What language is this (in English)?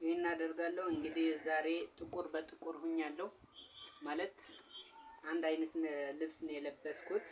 Amharic